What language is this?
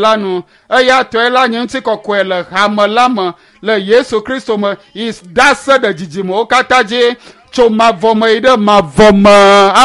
Ewe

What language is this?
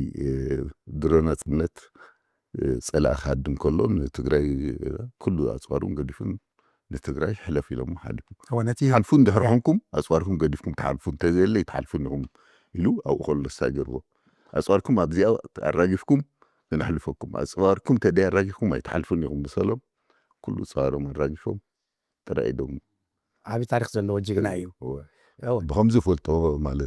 Tigrinya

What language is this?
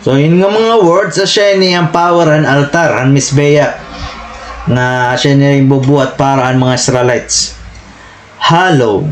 Waray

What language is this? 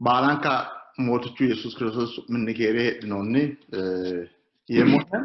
Sidamo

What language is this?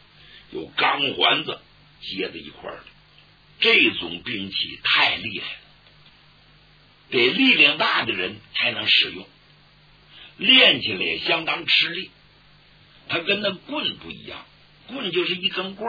Chinese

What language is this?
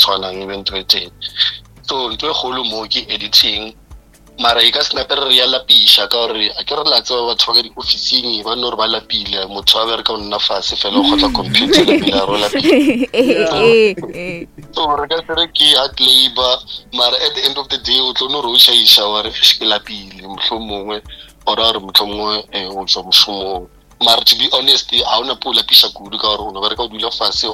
Northern Sotho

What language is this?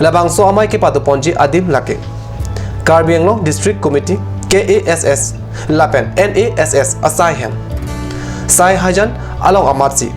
Karbi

